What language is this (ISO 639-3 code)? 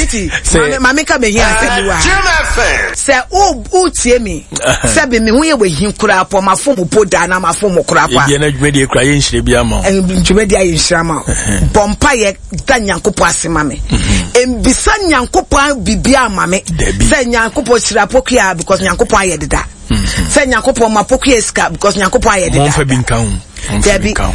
aka